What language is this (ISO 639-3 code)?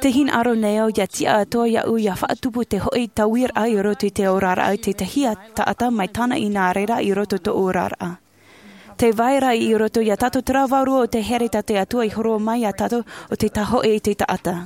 tah